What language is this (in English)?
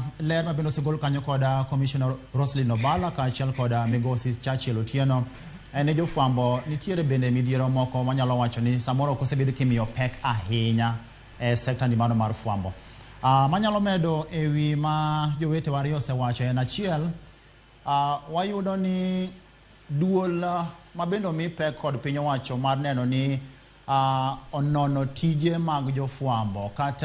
Luo (Kenya and Tanzania)